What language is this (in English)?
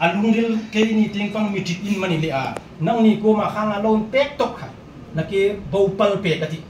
Hmar